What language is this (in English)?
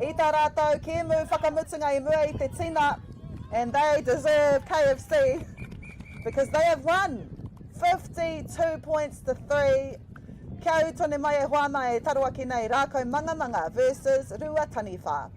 Māori